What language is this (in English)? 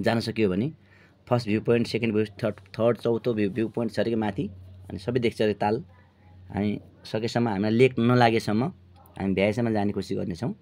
Nepali